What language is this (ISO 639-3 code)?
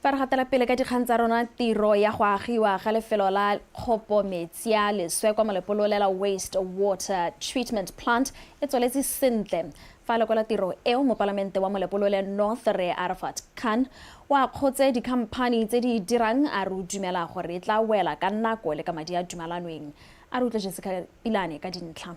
tsn